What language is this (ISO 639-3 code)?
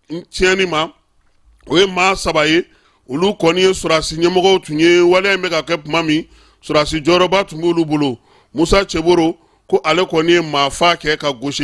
bam